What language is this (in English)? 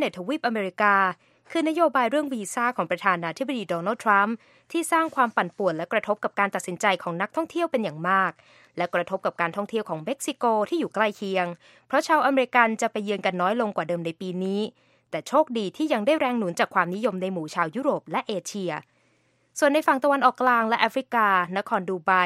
Thai